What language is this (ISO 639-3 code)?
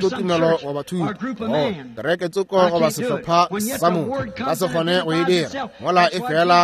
nso